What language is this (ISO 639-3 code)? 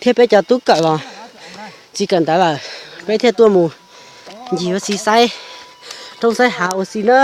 hmn